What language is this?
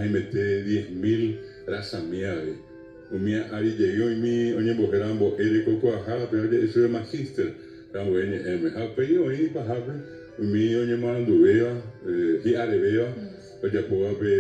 Guarani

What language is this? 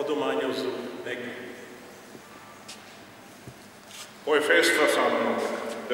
Hungarian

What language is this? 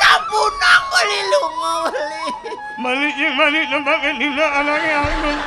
Balinese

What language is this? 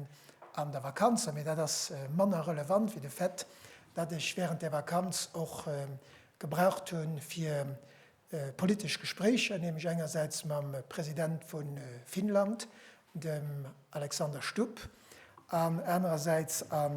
Luxembourgish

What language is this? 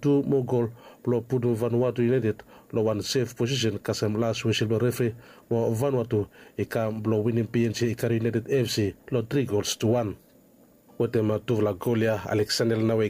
Bislama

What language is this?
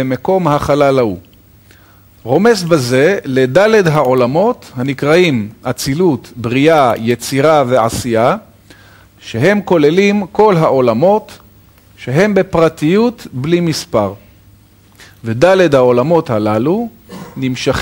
Hebrew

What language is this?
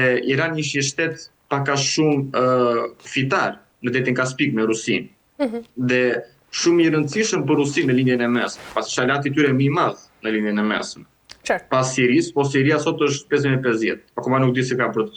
Albanian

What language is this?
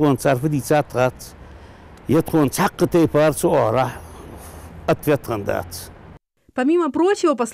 Ingush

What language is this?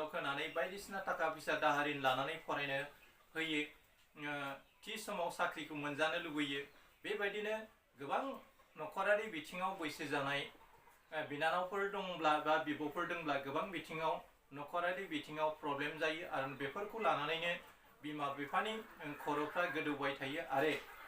Bodo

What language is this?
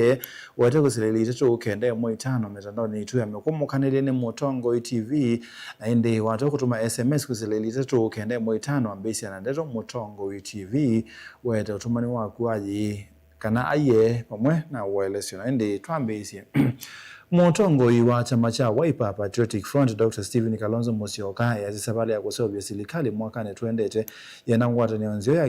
Kamba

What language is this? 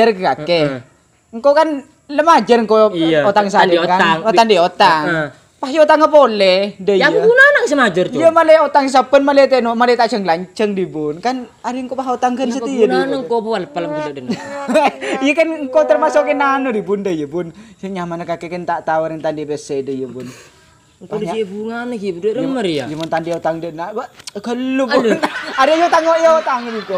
Madurese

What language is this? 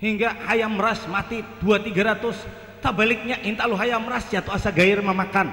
Banjar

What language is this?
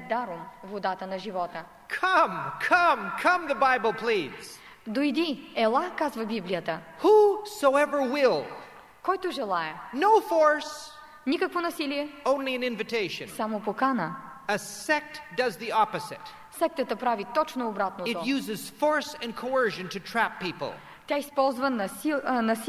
Bulgarian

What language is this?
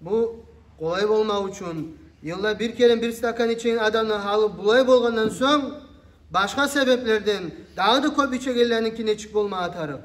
Kumyk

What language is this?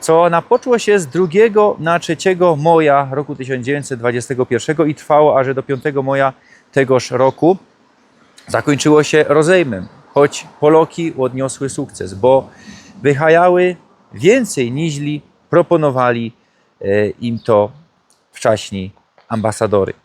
Silesian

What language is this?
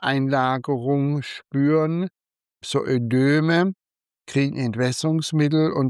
German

